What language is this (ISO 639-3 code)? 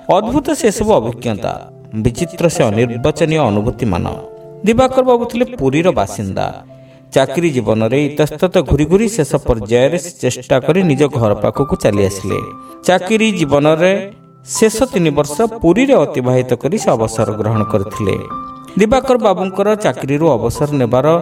ori